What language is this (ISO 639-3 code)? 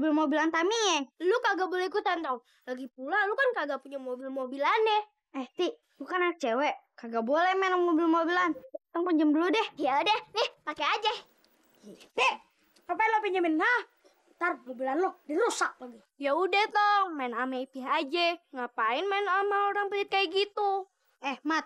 bew